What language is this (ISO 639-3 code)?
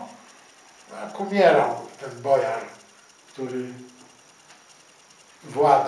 pol